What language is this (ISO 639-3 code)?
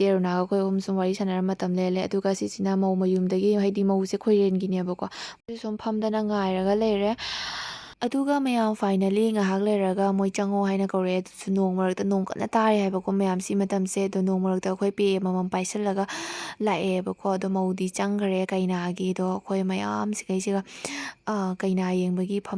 mni